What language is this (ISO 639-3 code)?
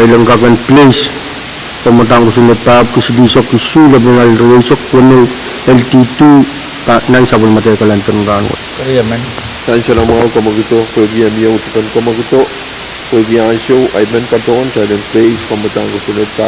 pon